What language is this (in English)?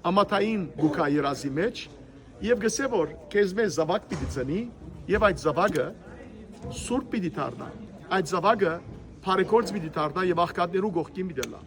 Western Armenian